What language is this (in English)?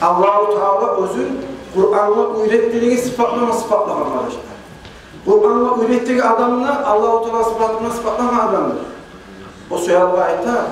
Kumyk